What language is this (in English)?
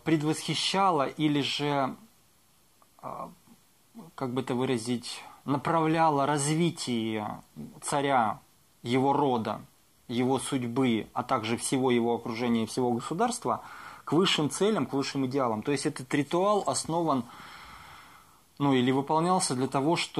Russian